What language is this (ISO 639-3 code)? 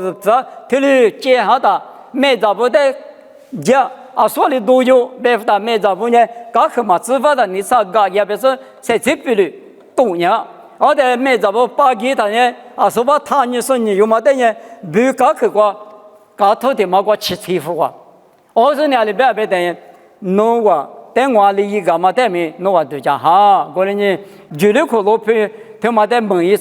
lis